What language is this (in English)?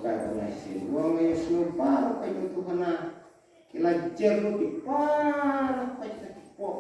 Khasi